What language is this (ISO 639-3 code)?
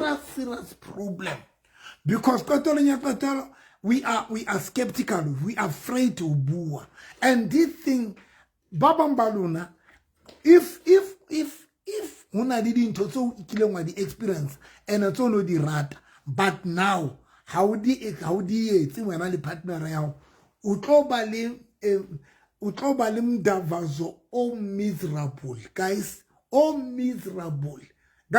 sot